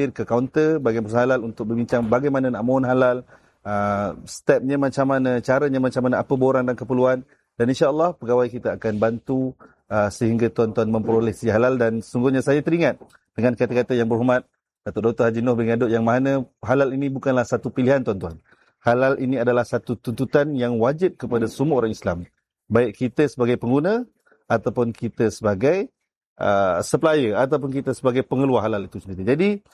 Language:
Malay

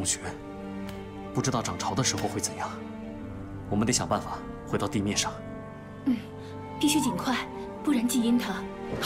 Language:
Chinese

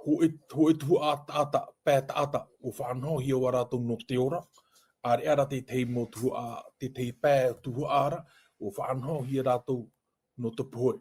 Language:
Tahitian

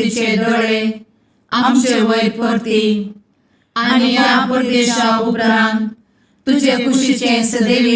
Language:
Konkani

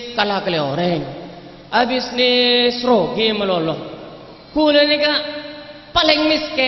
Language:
Madurese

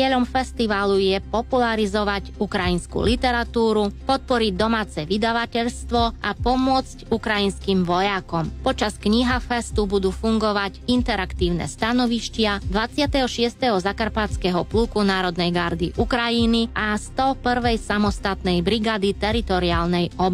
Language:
Slovak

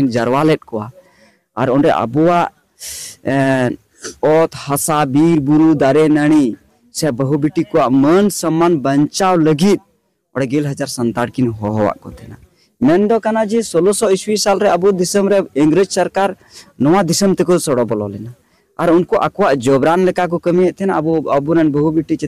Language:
Santali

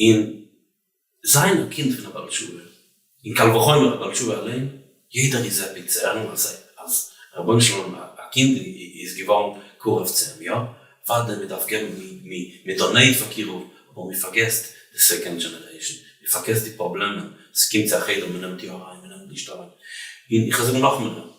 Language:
Yiddish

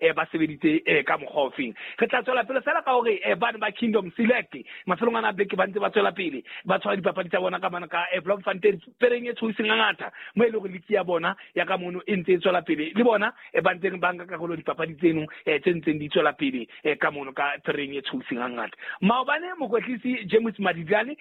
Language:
Southern Sotho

